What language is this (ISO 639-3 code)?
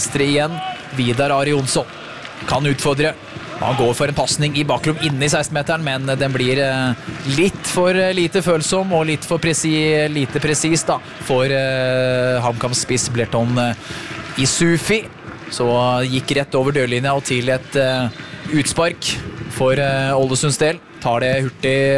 nor